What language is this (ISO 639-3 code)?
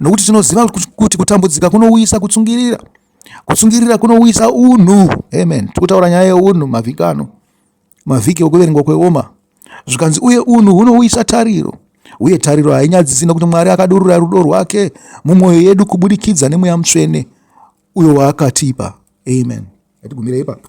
sna